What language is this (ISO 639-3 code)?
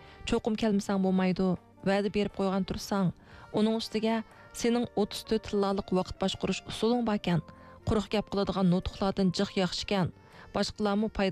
uig